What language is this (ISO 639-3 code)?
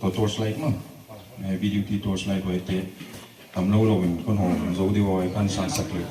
pck